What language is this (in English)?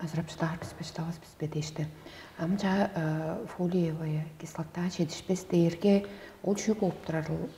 Tuvinian